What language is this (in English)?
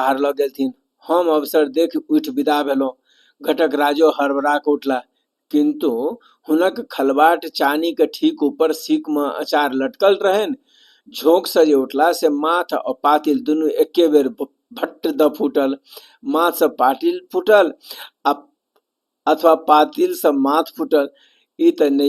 Maithili